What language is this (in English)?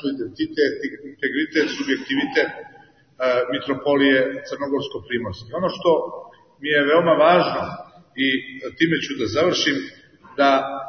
Serbian